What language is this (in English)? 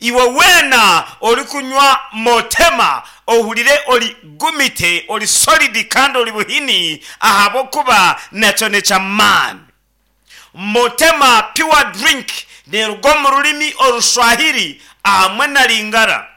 Nyankole